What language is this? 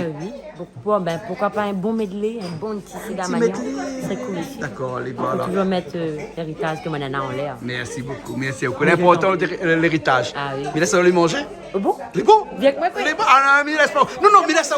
Réunion Creole French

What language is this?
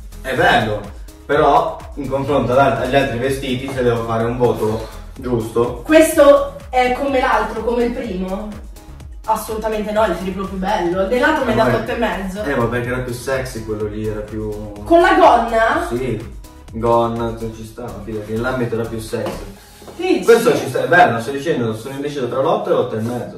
Italian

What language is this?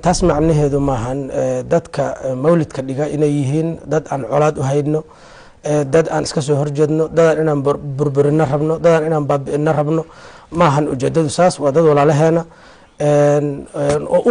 Somali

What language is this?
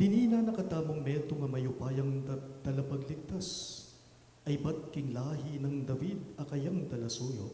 Pampanga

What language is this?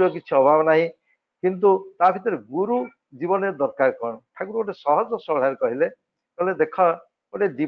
Odia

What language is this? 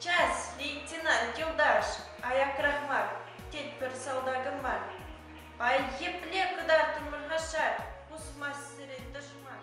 Chuvash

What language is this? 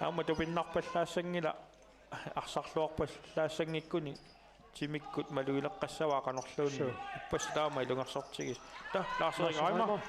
Kalaallisut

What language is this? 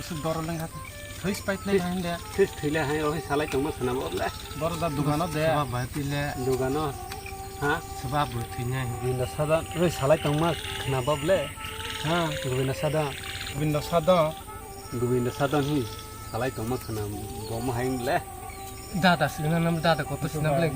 Kok Borok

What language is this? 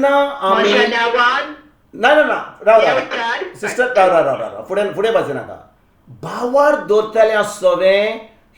Konkani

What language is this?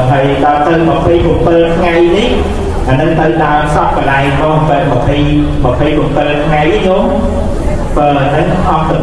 Khmer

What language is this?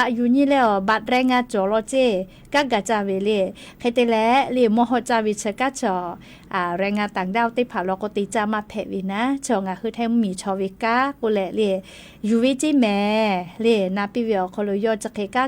Lahu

